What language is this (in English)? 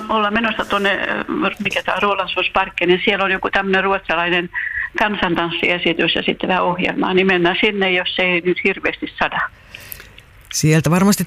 Finnish